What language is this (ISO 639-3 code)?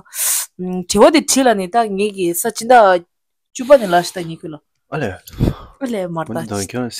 bod